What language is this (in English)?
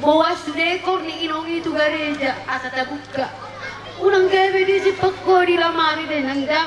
Batak Toba